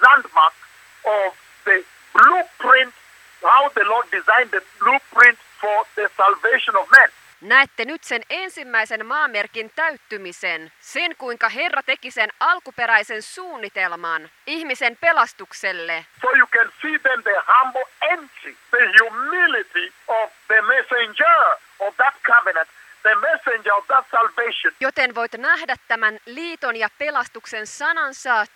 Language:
Finnish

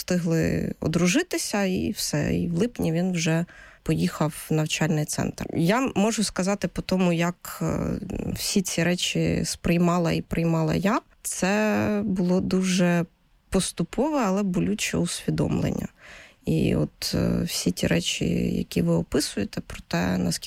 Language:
Ukrainian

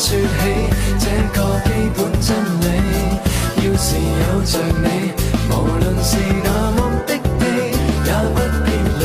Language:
Cantonese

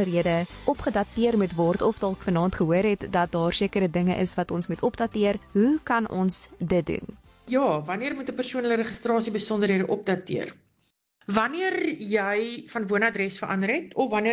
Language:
Afrikaans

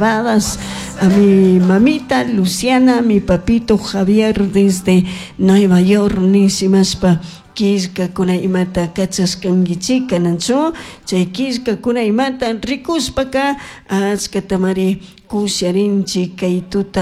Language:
Chimborazo Highland Quichua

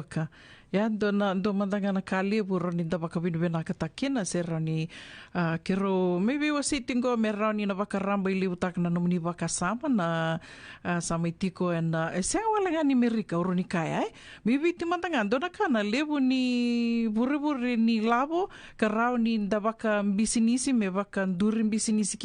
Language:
Fijian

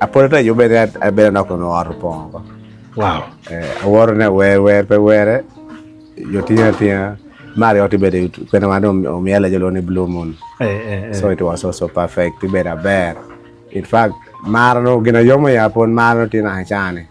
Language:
Acoli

